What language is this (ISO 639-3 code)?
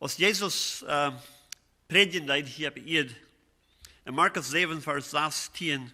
pdt